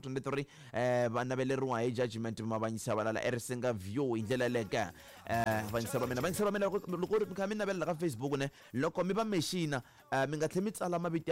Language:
Tsonga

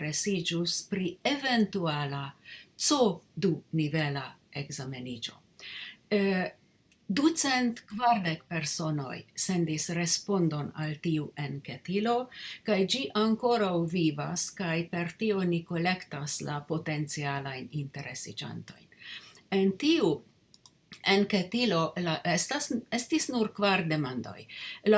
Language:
Esperanto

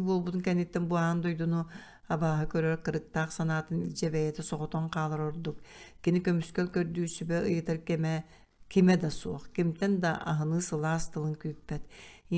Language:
Yakut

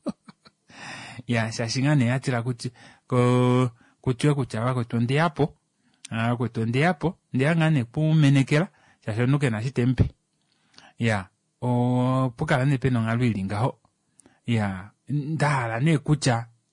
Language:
Kuanyama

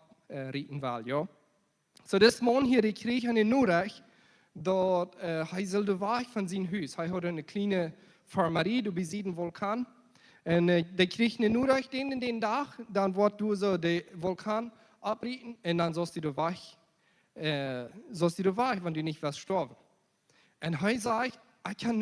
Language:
Plautdietsch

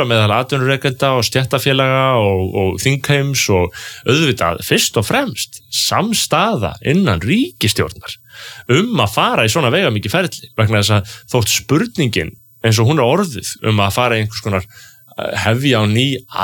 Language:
Icelandic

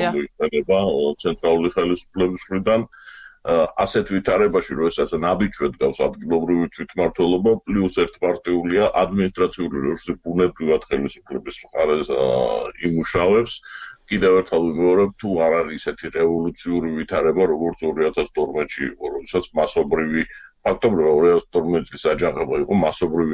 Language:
Georgian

